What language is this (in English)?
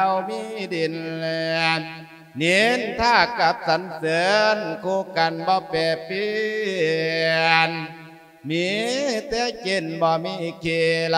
Lao